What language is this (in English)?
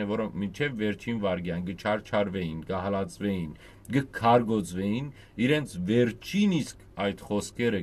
Western Armenian